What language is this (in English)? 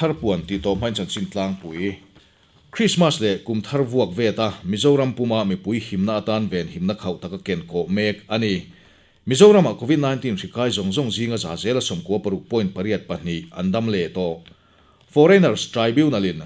Mizo